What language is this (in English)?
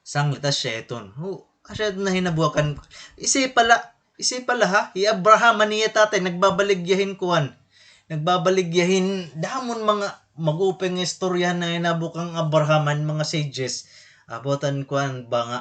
Waray